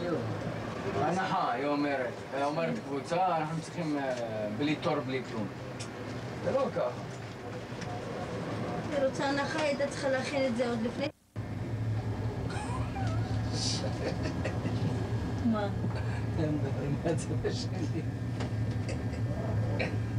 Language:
Hebrew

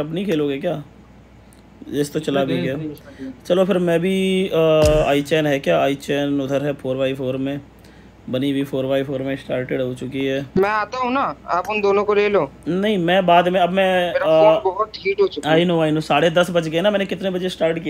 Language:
Hindi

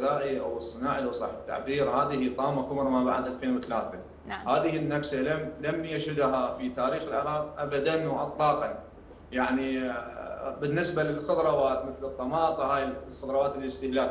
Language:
Arabic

